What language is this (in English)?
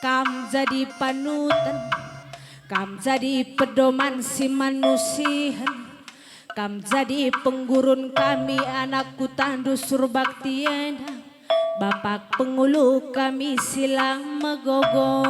Batak Karo